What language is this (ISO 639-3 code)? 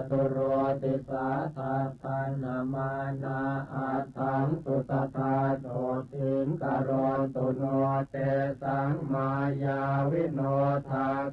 pli